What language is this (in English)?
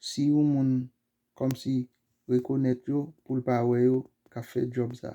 Haitian Creole